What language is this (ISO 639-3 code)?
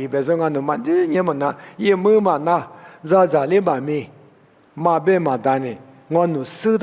lis